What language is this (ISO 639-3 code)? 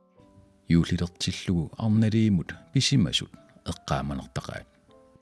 kal